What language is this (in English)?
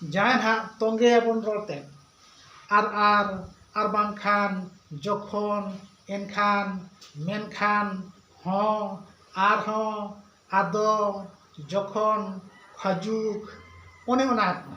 Santali